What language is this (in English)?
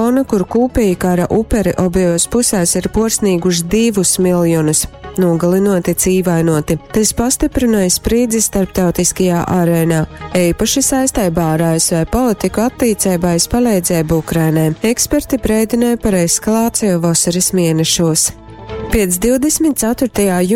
Latgalian